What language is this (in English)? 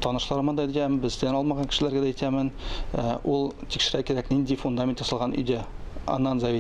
Tatar